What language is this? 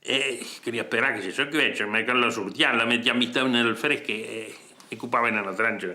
Occitan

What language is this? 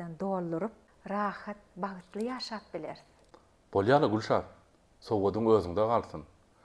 Turkmen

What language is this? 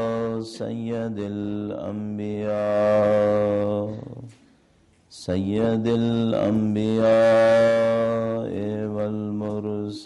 Urdu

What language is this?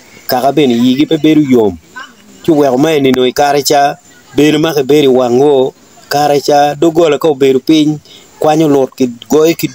Acoli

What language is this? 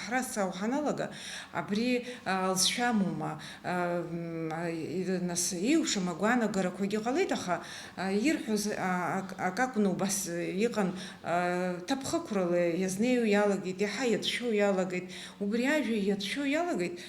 Abkhazian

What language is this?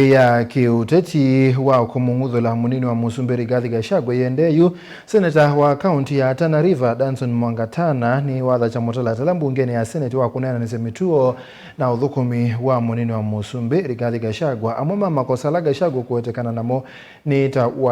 Kamba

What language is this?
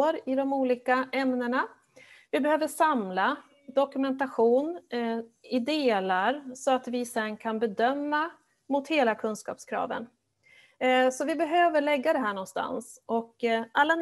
Swedish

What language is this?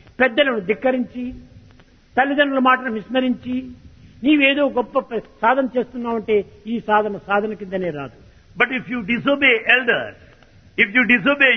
Telugu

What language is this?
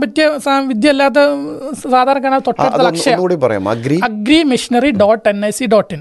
Malayalam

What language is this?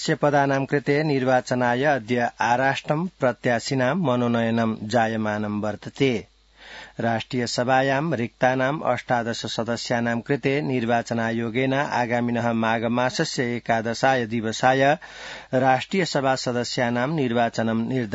Sanskrit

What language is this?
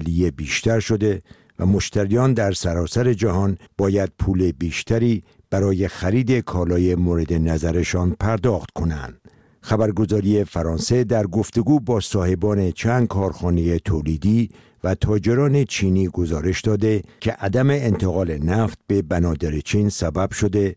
Persian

